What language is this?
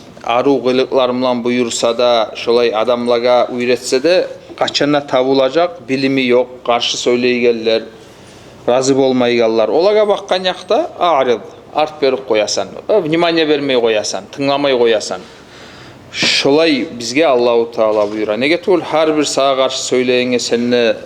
Kumyk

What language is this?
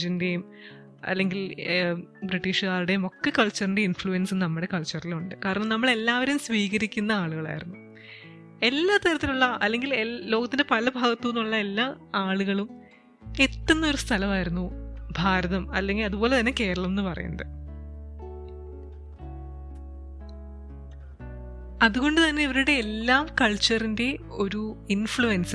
Malayalam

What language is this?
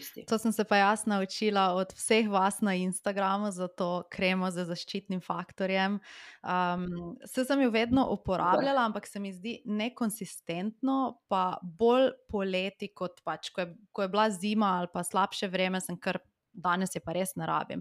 Slovenian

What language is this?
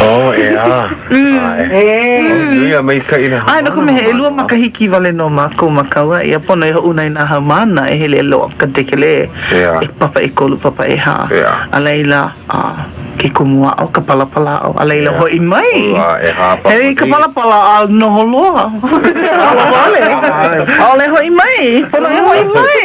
Hawaiian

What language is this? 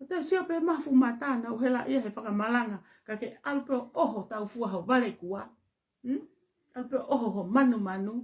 Tongan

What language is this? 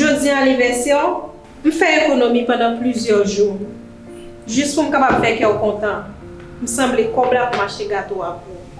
Haitian Creole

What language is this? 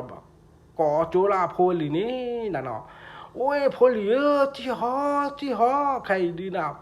S'gaw Karen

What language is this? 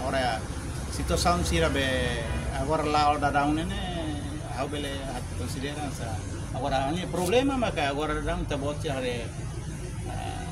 Tetum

